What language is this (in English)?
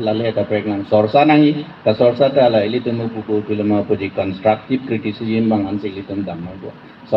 Karbi